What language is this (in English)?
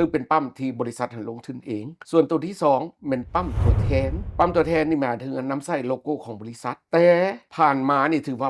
Lao